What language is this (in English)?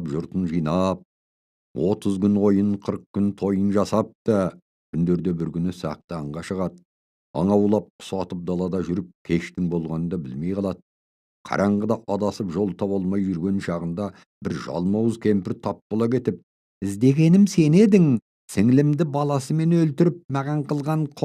Kazakh